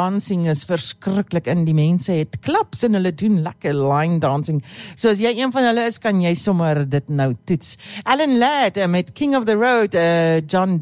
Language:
Afrikaans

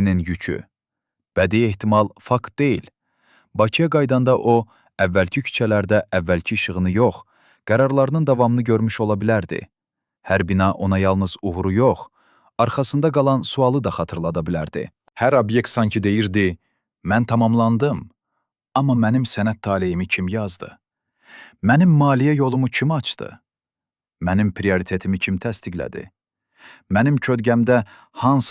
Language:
Azerbaijani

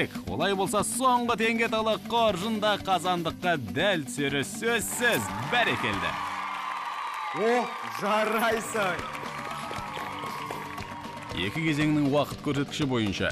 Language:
Kazakh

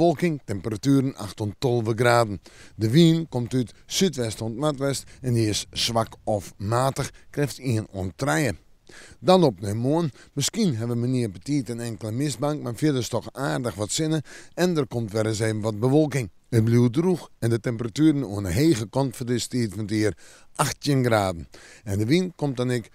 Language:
Western Frisian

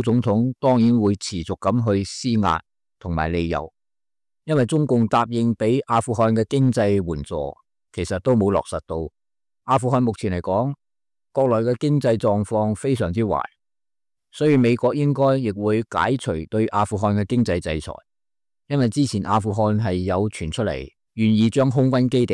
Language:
Cantonese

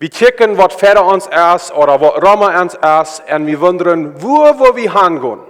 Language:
Plautdietsch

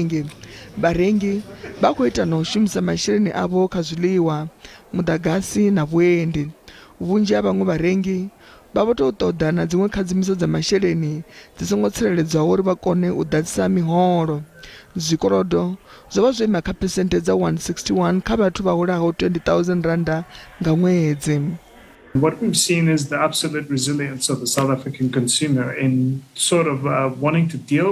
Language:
Venda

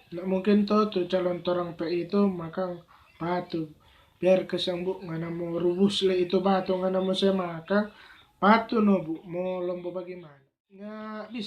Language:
Manado Malay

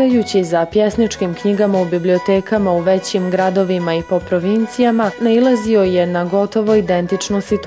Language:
Bosnian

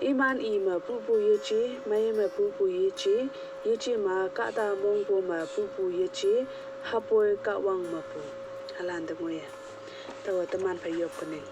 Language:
Konyak Naga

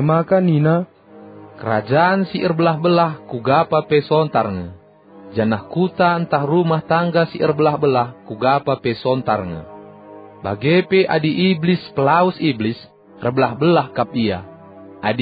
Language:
Batak Karo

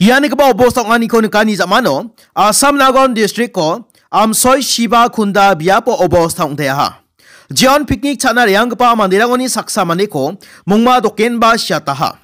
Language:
Garo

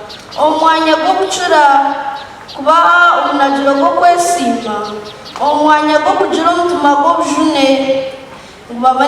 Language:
Nyankole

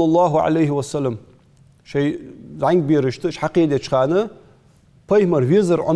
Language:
Ingush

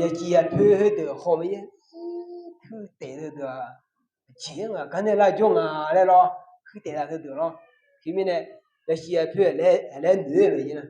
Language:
Akha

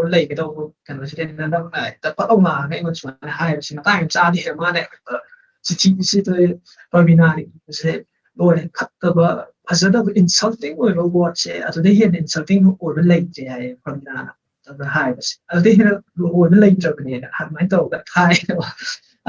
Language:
Manipuri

